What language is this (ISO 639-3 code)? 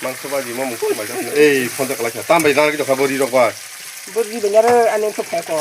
trp